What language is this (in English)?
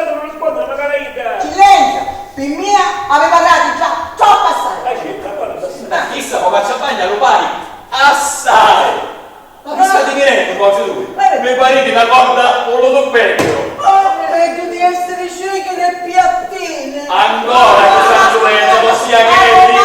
Sicilian